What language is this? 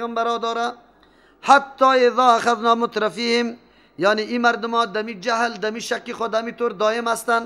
Persian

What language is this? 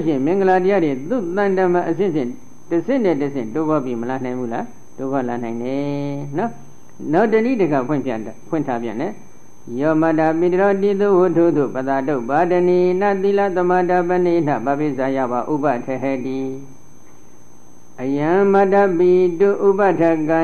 Burmese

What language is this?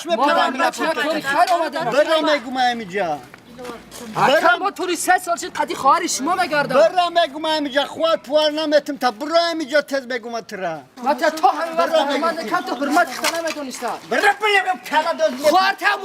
Tajik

